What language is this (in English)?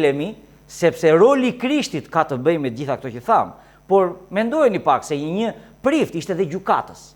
Albanian